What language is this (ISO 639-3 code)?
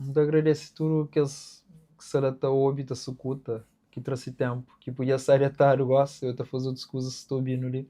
kea